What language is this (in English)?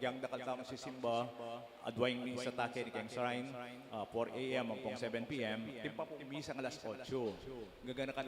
Pampanga